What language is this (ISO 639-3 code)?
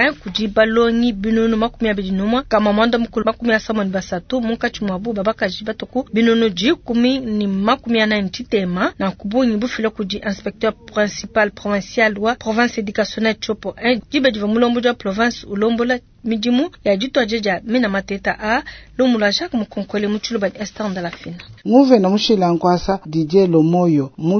lua